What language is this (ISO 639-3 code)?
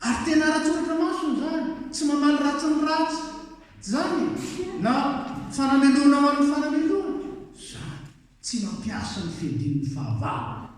mlg